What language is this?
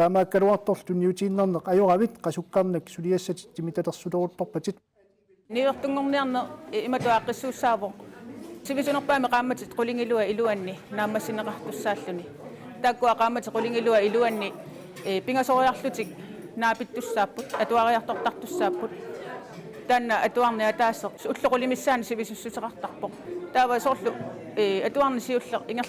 Kalaallisut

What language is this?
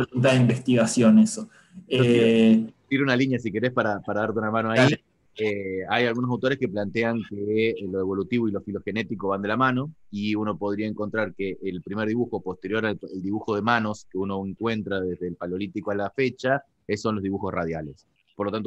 Spanish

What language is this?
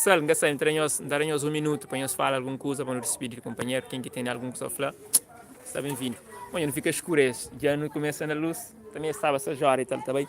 Kabuverdianu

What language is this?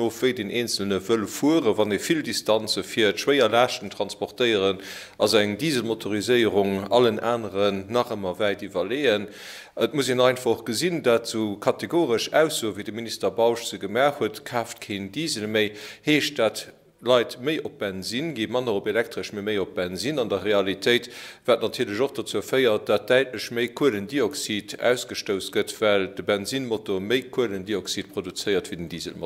Luxembourgish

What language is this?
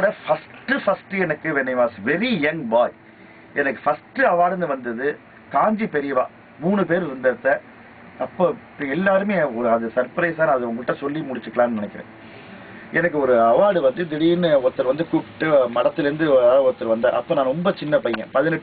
Tamil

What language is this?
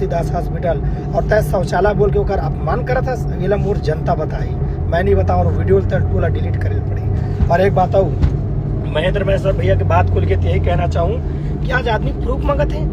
Chhattisgarhi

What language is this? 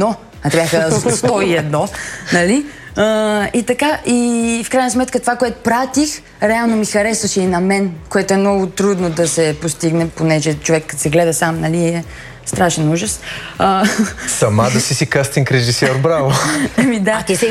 Bulgarian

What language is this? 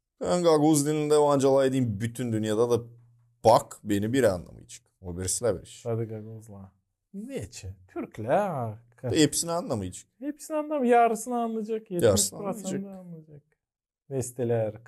Gagauz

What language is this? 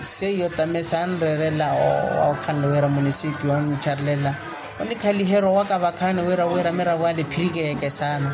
Makhuwa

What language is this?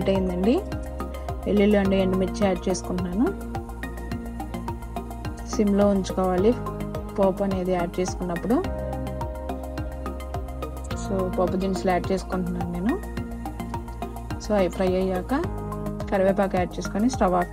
Telugu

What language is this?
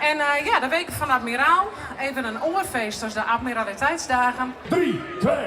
Western Frisian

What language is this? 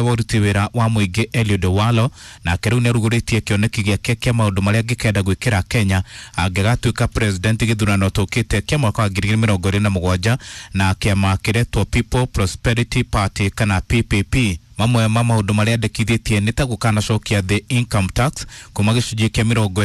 Kikuyu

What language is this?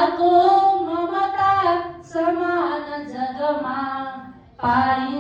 Nepali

